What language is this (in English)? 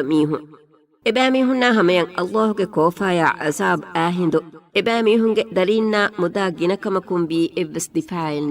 Divehi